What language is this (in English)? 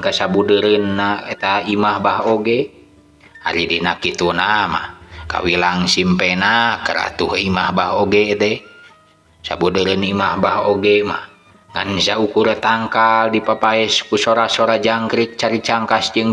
Sundanese